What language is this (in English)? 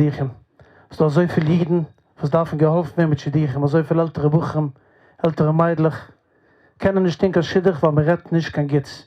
Yiddish